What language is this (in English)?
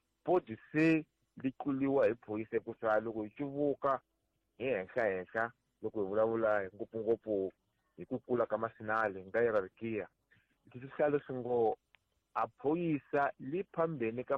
Tsonga